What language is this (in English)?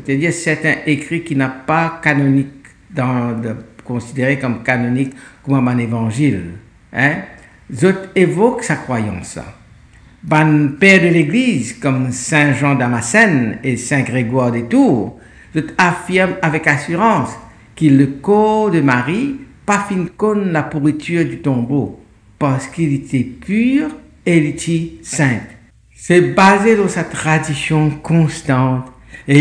Morisyen